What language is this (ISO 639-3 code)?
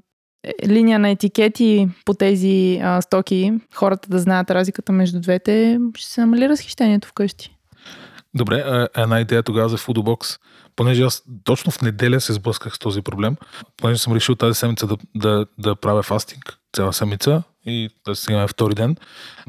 bul